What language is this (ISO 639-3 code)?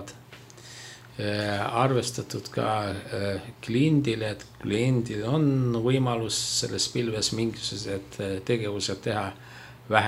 est